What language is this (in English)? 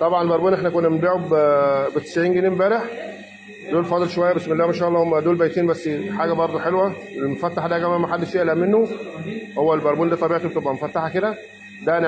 Egyptian Arabic